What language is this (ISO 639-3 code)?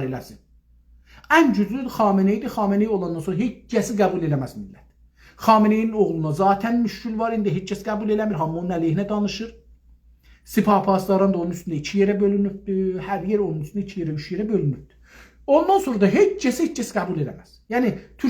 azb